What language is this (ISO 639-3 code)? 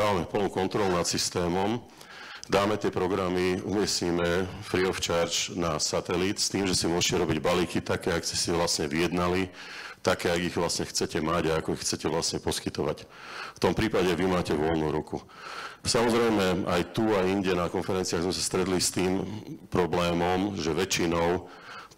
slk